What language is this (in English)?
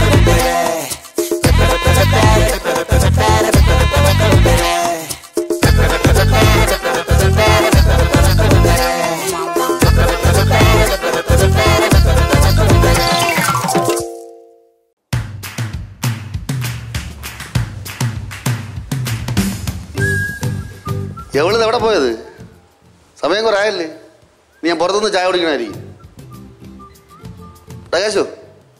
Malayalam